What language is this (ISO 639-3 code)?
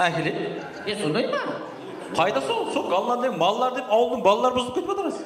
kaa